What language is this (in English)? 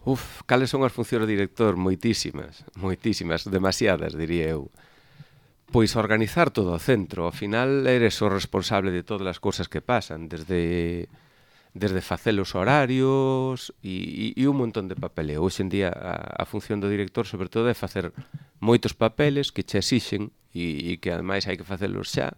Galician